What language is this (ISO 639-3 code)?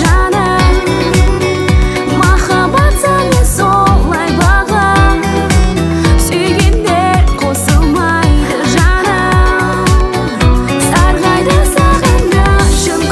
kaz